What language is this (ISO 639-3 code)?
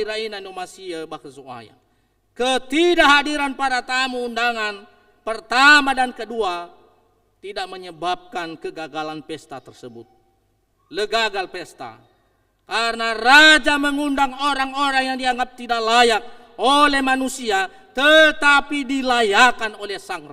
nia